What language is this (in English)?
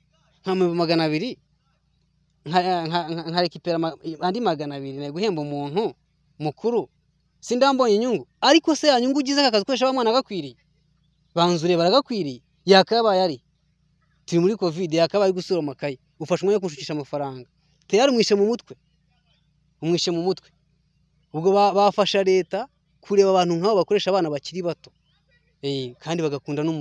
Kinyarwanda